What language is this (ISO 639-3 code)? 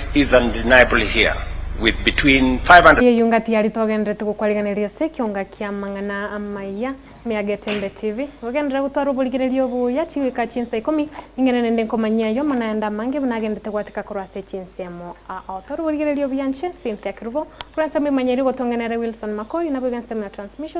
guz